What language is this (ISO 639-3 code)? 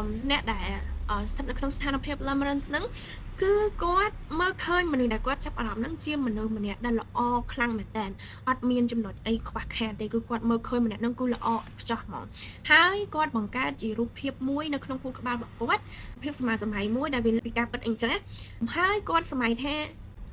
khm